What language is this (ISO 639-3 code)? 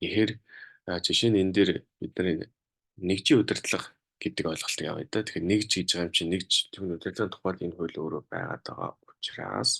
mon